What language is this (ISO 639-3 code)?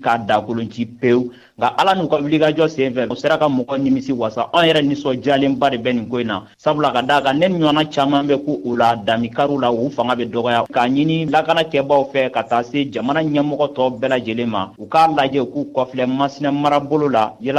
bam